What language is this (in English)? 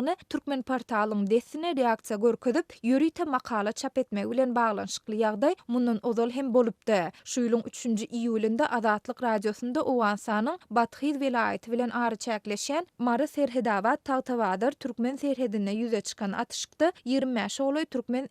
Turkmen